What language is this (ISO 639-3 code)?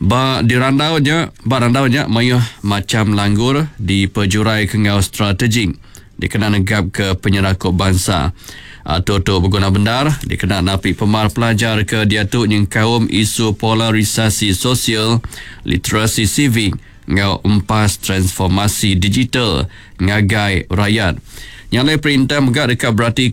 iba